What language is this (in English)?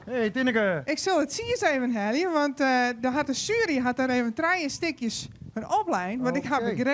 Western Frisian